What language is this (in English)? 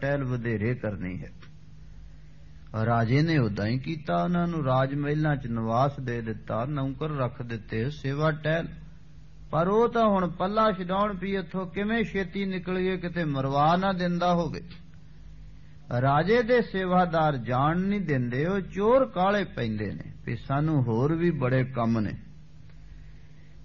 Punjabi